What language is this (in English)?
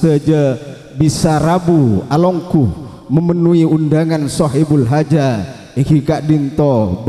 Madurese